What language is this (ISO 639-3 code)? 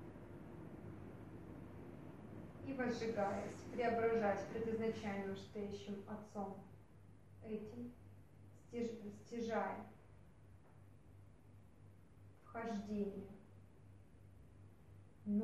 rus